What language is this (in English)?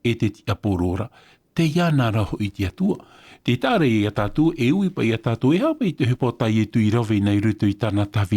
Tahitian